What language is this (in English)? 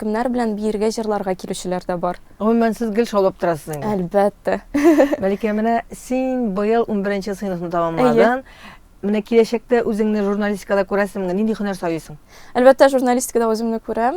Tatar